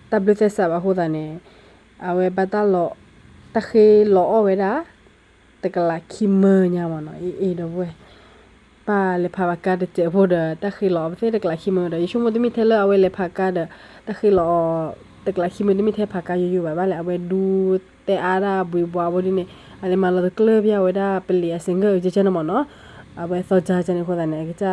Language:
S'gaw Karen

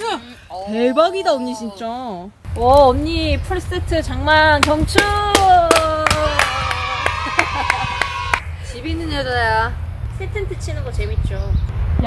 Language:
Korean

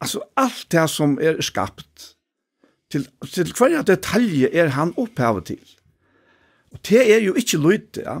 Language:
Faroese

